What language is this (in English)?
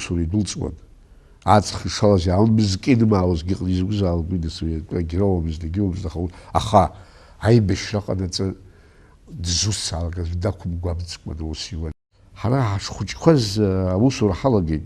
Abkhazian